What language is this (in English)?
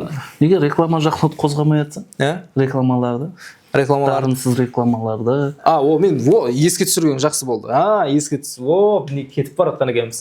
Kara-Kalpak